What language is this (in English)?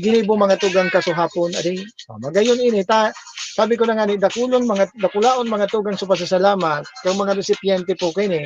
Bikol